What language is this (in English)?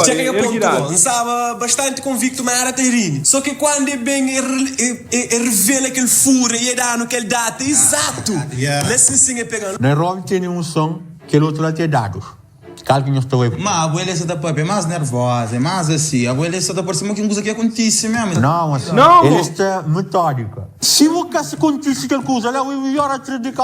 Kabuverdianu